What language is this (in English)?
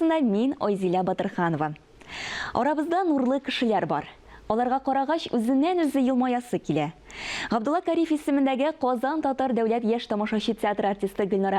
Tatar